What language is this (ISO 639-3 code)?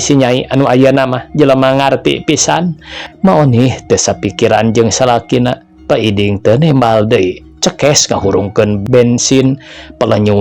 sun